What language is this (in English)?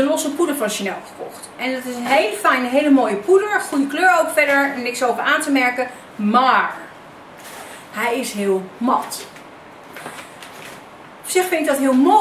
Dutch